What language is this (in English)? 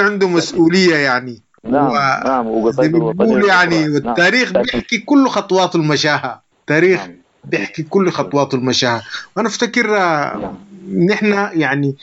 Sudanese Arabic